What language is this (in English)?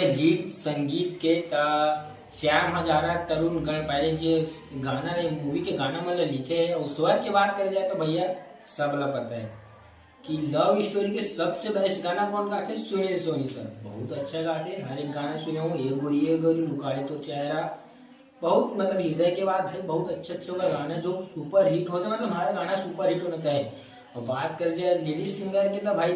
Chhattisgarhi